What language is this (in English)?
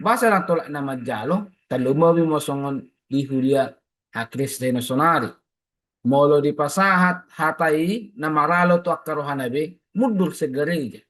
Batak Toba